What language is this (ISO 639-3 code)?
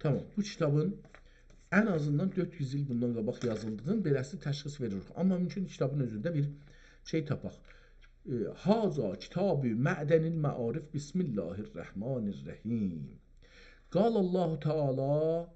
azb